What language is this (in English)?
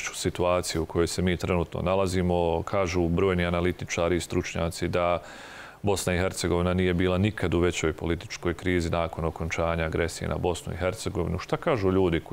Bosnian